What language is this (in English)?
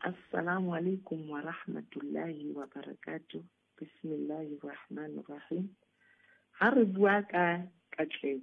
Southern Sotho